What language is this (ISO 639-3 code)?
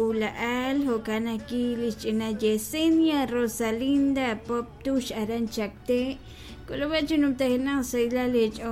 kek